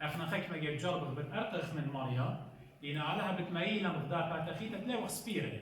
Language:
Assyrian Neo-Aramaic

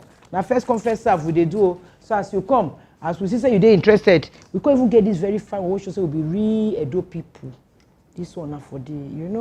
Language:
Nigerian Pidgin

